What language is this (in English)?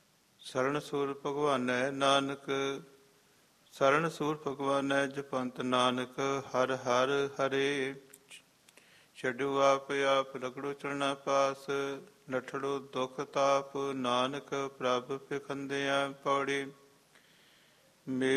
Punjabi